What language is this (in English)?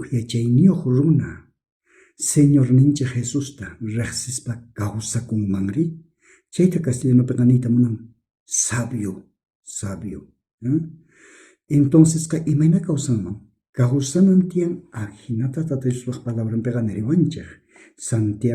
South Bolivian Quechua